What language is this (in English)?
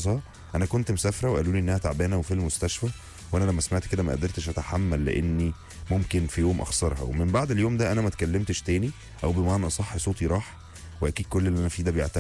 Egyptian Arabic